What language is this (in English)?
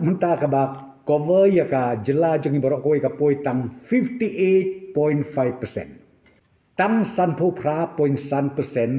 Khasi